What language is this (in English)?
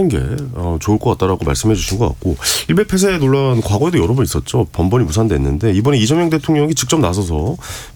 Korean